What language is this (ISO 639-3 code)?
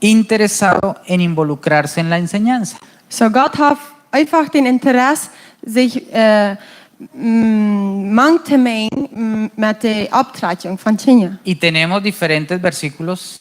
pdt